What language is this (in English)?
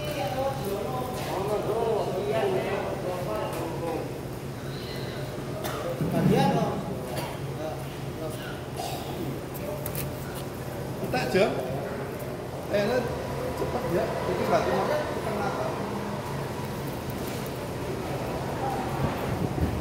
Indonesian